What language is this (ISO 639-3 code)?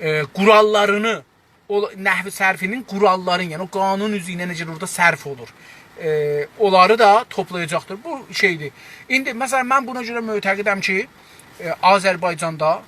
azb